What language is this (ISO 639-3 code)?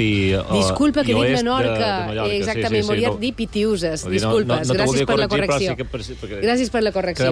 cat